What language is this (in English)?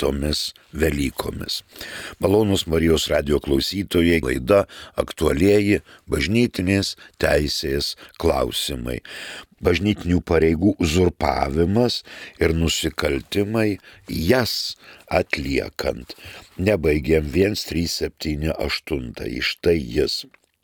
Lithuanian